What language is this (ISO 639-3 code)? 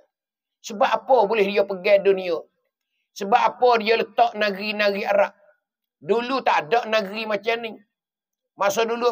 mfa